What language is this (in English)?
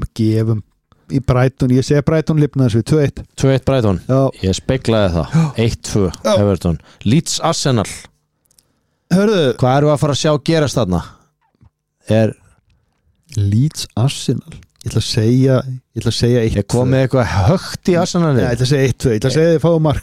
Icelandic